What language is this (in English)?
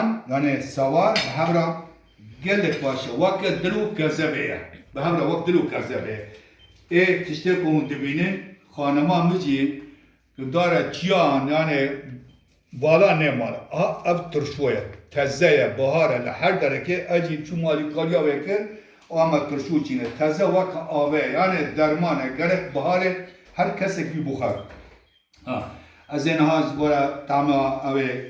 Kurdish